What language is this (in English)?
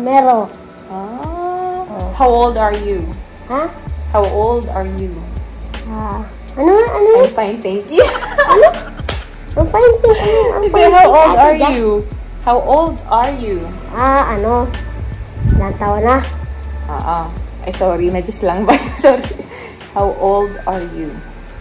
Filipino